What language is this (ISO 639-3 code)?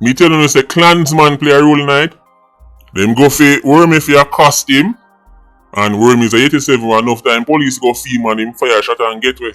jam